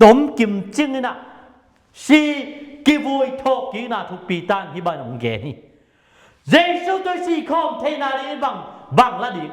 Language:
Tedim Chin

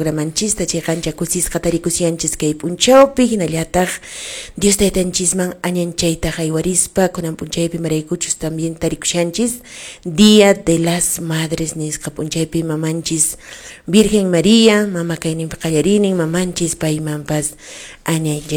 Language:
Quechua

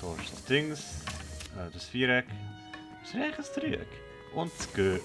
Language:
Swiss German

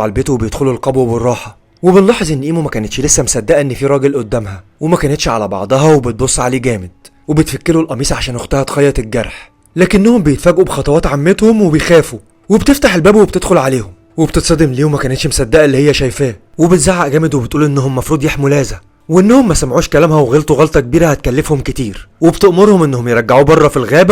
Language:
Egyptian Arabic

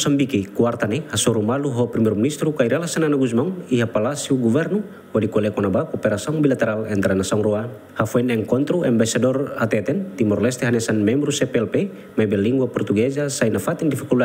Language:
Tetum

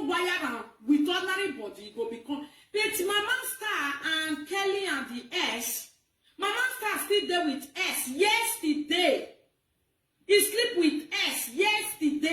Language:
Nigerian Pidgin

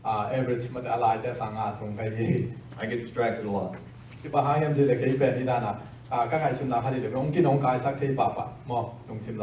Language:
Tedim Chin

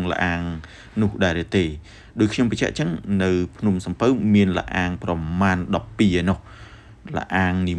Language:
Khmer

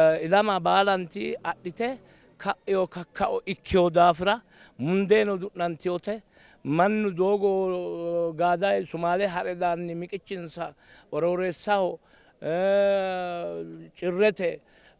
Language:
Sidamo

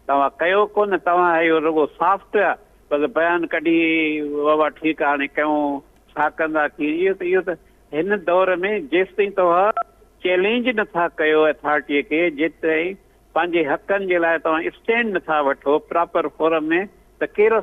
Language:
Sindhi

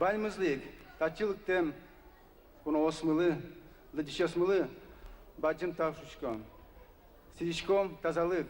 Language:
Udmurt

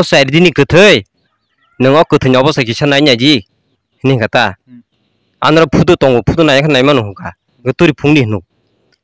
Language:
Kok Borok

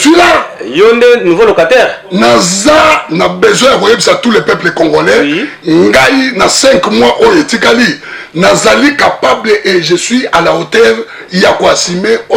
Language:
Lingala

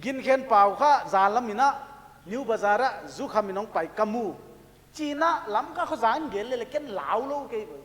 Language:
Paite Chin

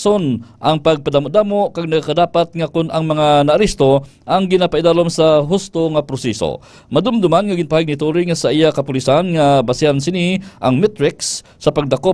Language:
Hiligaynon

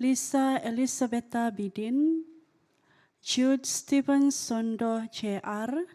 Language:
Central Dusun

